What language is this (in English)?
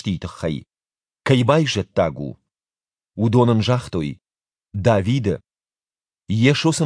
Ossetic